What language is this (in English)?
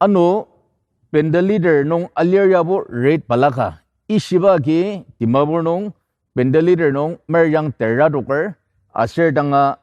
Ao Naga